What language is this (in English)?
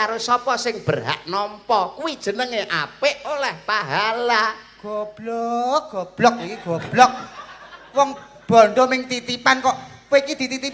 Javanese